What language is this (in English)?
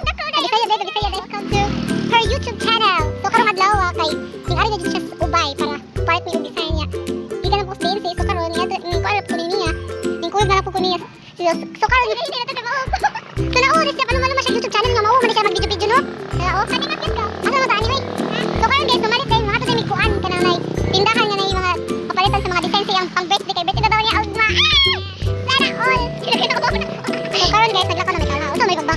Cebuano